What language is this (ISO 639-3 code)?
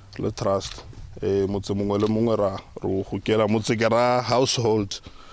tsn